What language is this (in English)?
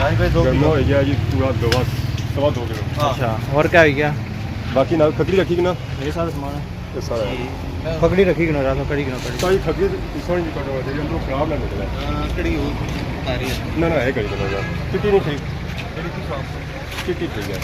Pahari-Potwari